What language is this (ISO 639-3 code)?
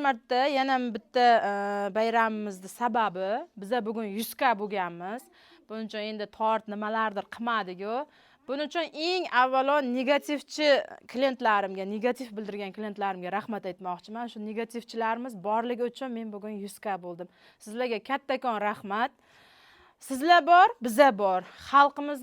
uzb